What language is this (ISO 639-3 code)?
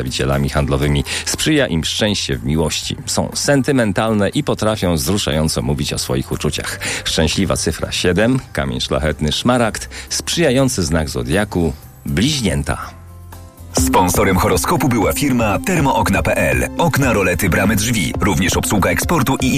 pol